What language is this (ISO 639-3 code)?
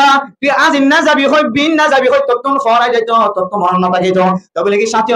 rhg